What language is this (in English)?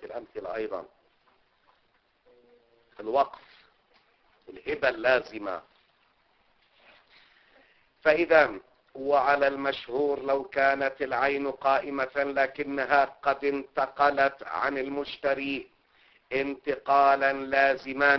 Arabic